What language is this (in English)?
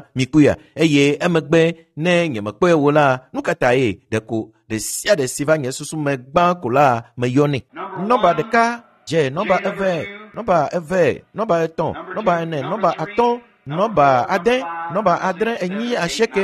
Ewe